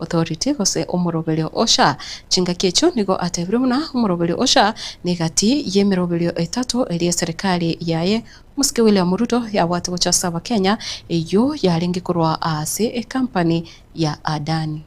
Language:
Gusii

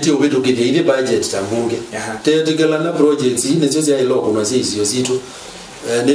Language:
Kamba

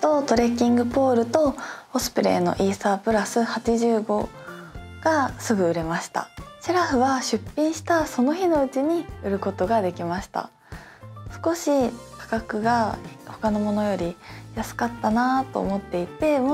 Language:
Japanese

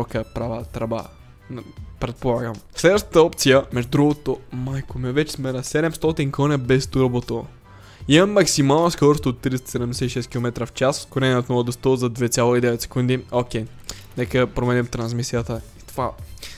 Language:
Bulgarian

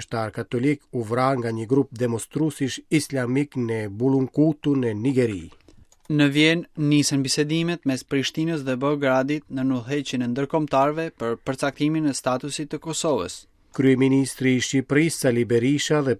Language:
Albanian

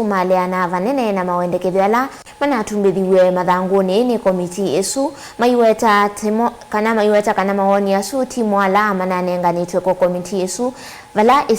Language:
Kamba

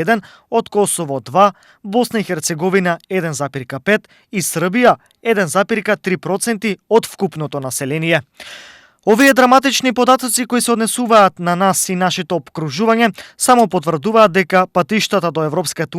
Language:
Macedonian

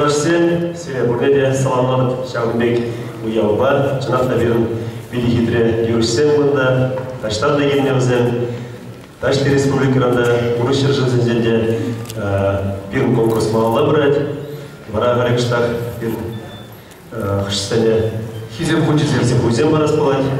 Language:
Chuvash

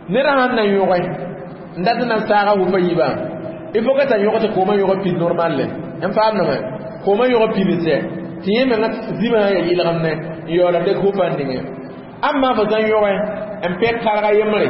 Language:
Mossi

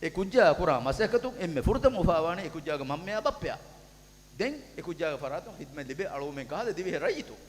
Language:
Divehi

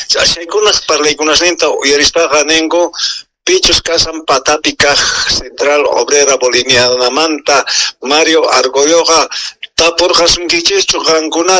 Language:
South Bolivian Quechua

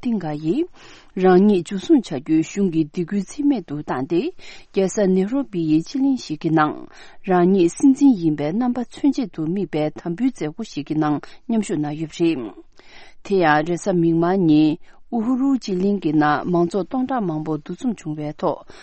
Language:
Tibetan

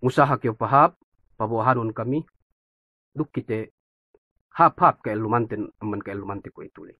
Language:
Yakan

